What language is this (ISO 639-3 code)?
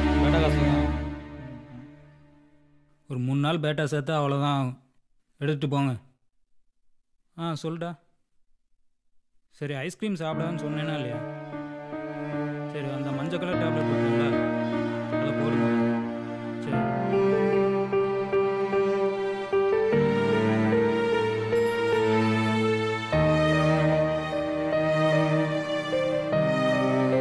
tam